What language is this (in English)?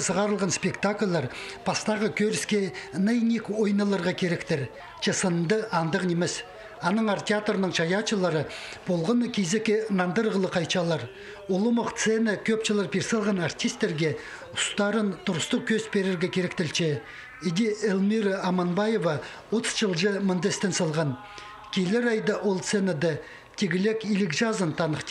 Khakas